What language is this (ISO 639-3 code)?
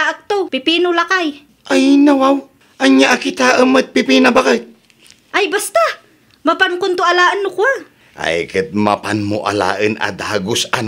ilo